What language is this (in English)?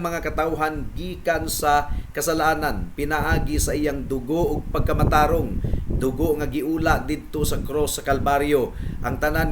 Cebuano